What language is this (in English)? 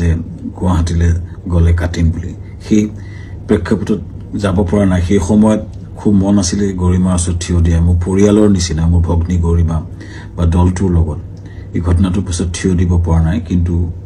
Assamese